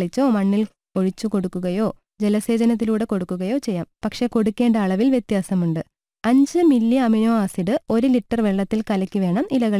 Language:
Malayalam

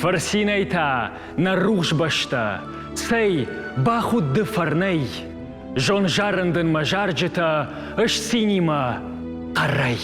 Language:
Ossetic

